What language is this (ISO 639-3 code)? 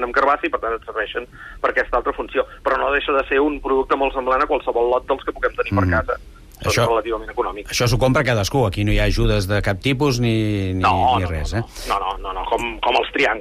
cat